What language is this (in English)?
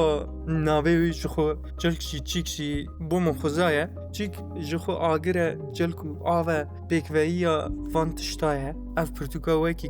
Kurdish